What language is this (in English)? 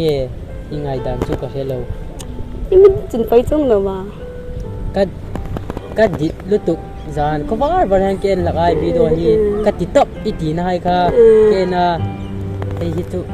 Hmar